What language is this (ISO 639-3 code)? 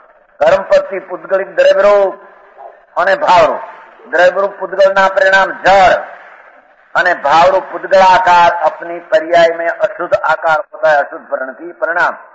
hin